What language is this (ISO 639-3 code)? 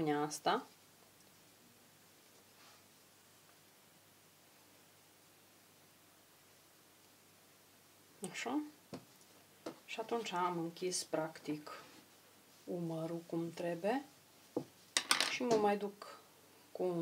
ron